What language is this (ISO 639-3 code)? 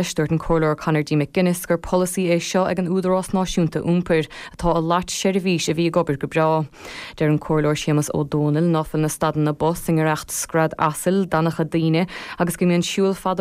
gle